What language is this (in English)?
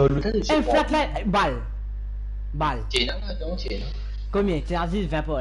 Morisyen